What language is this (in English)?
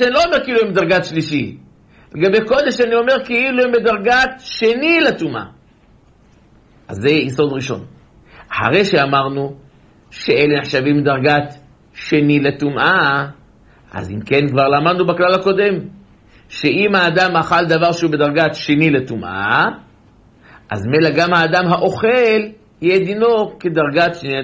Hebrew